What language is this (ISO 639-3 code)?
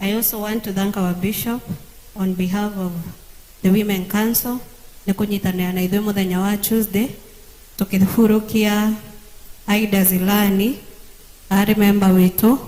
kik